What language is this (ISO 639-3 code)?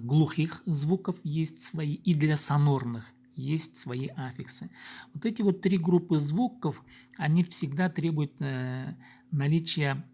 kjh